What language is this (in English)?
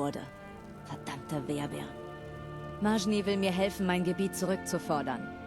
Bavarian